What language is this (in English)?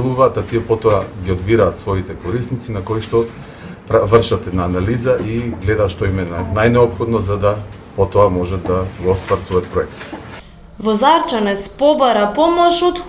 Macedonian